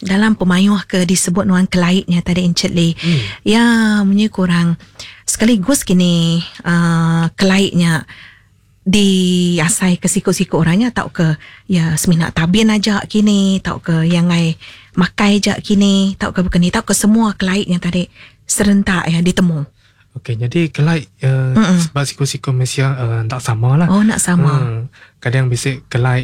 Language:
Iban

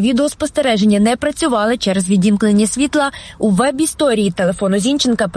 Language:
Ukrainian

